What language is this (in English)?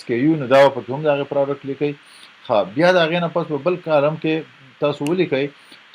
Pashto